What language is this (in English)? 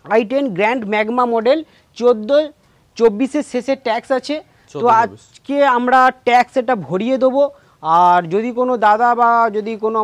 Bangla